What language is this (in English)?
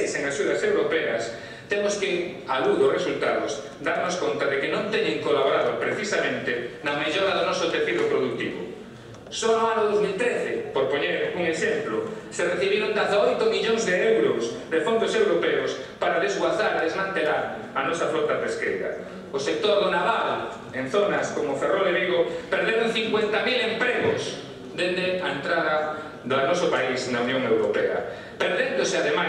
Galician